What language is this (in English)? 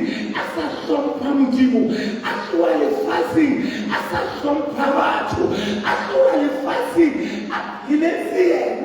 Southern Sotho